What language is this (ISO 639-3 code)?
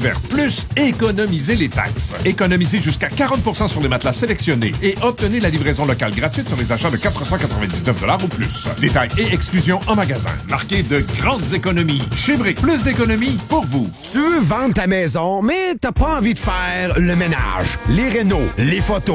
fra